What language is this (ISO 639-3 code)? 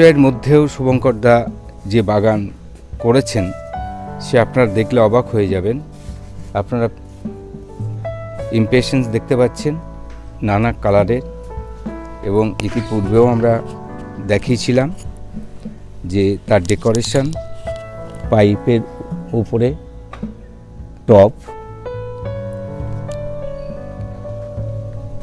ben